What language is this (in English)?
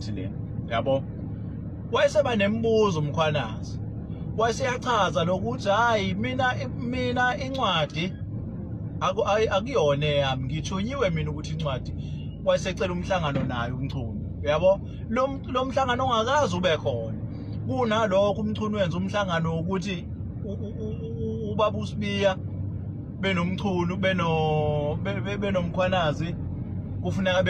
Zulu